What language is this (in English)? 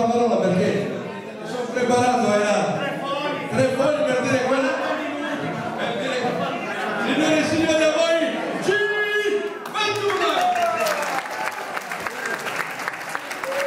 Italian